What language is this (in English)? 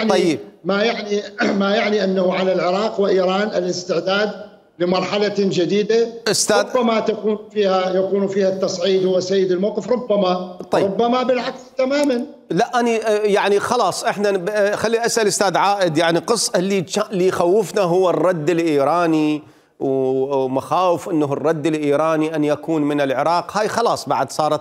Mesopotamian Arabic